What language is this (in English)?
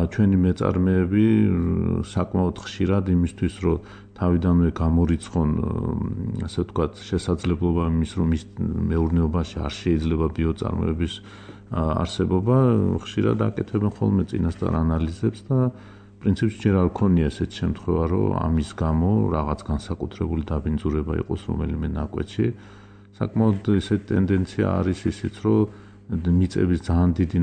Georgian